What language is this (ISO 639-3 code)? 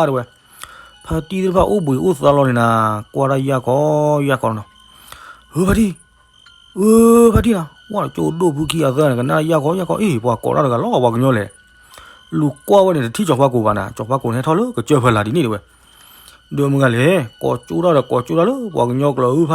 ksw